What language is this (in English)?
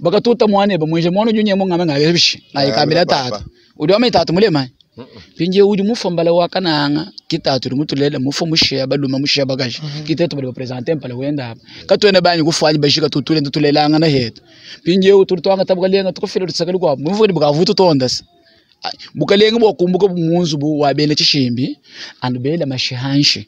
Luba-Lulua